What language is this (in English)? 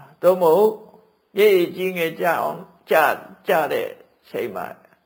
Burmese